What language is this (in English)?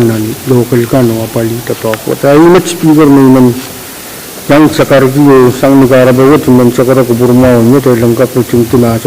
Pohnpeian